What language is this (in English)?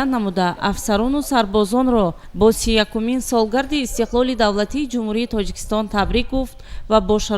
Tajik